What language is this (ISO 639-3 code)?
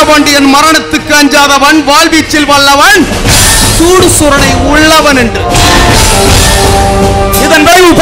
tam